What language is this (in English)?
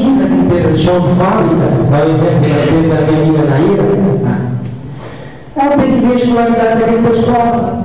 Portuguese